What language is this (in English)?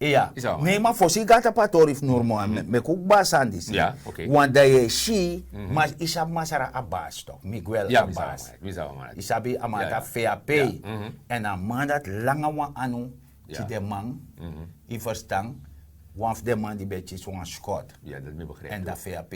Sranan Tongo